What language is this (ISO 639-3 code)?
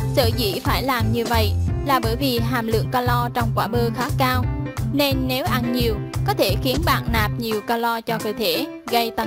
vie